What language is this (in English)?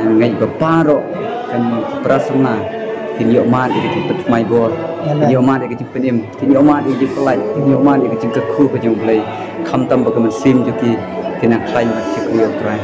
Khasi